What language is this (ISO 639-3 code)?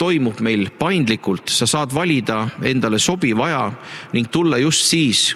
est